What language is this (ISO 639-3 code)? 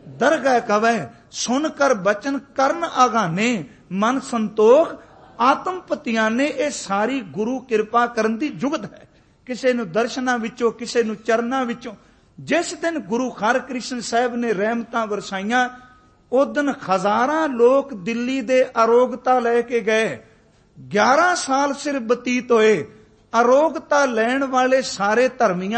pan